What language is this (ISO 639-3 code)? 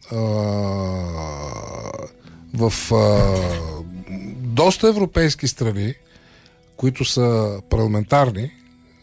bul